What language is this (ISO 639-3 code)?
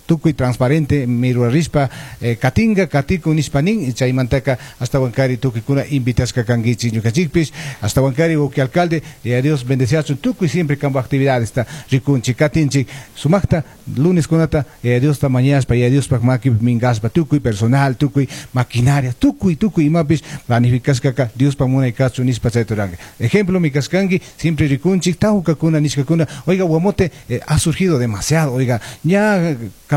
qug